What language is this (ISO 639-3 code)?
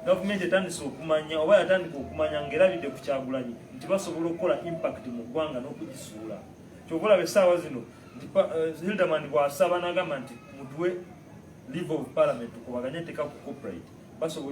lug